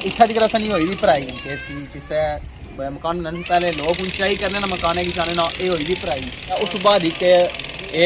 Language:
Pahari-Potwari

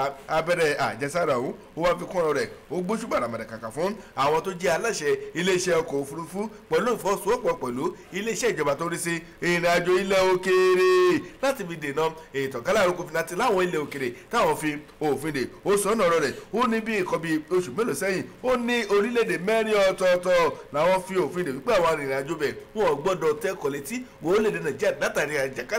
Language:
Yoruba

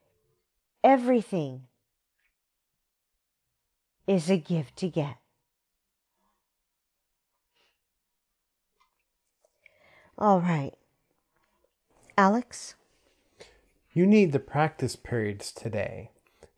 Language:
English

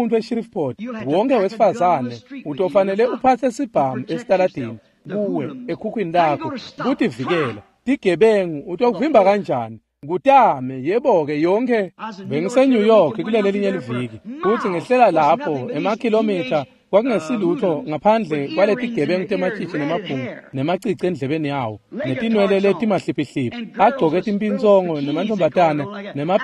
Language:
Swati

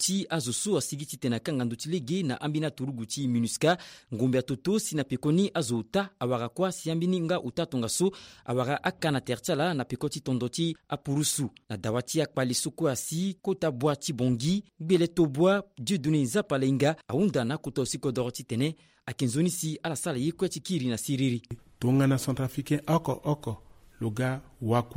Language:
Sango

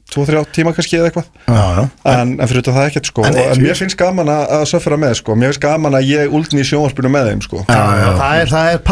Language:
Icelandic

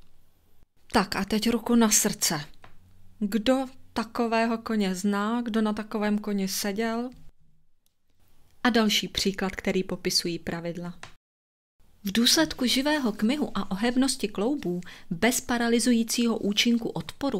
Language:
Czech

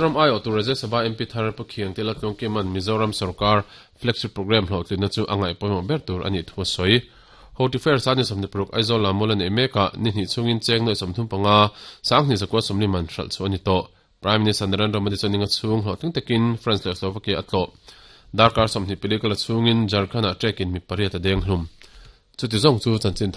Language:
Mizo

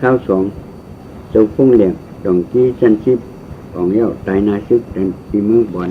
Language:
Shan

